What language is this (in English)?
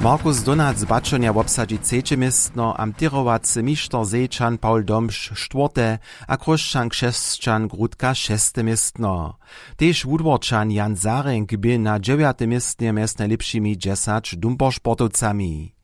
Upper Sorbian